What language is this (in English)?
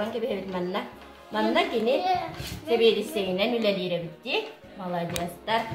Yakut